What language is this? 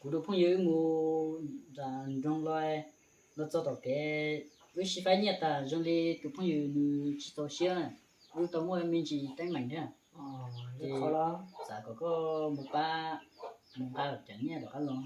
Hmong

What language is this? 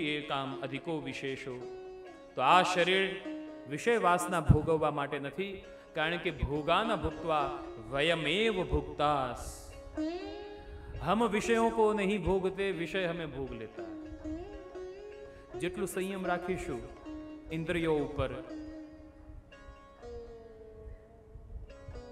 Gujarati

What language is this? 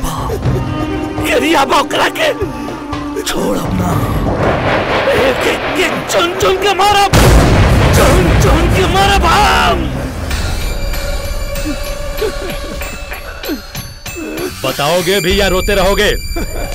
Bhojpuri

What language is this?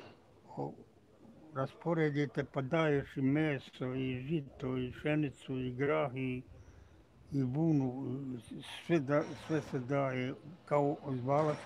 Bosnian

